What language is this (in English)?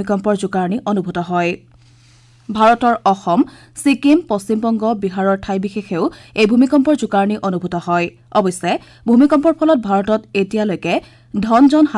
Assamese